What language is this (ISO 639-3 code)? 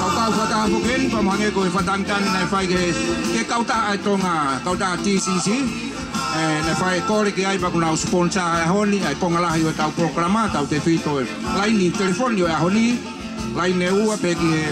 ton